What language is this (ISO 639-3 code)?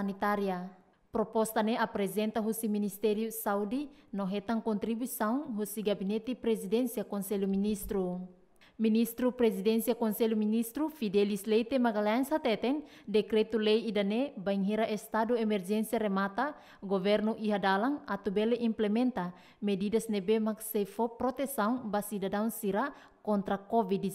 tet